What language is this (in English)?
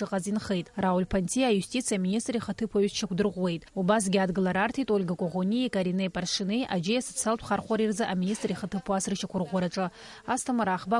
Abkhazian